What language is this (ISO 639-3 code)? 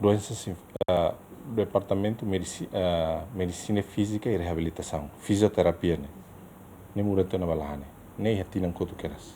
tet